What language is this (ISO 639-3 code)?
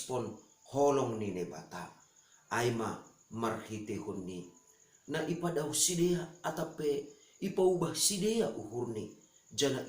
bts